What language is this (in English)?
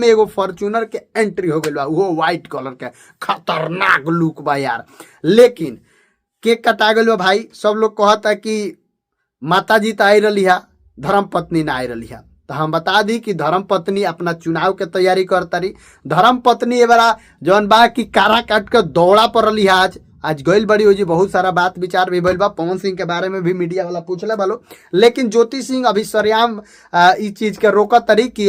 Bhojpuri